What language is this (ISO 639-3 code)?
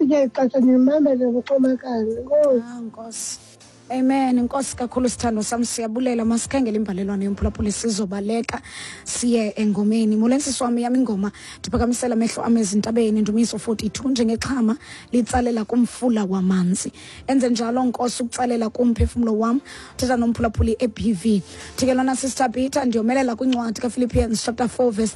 xho